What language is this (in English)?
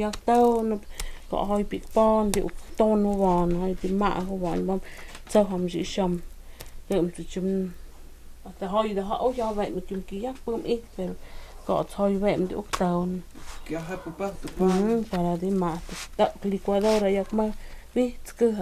Totontepec Mixe